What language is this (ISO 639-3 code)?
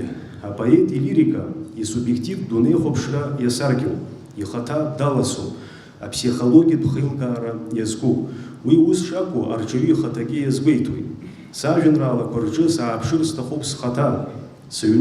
abk